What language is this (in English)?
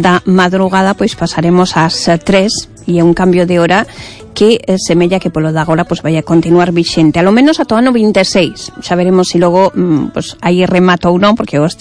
Galician